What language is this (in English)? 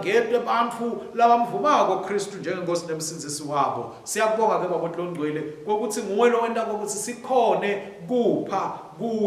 Swati